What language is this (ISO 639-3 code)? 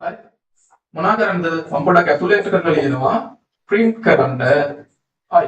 sin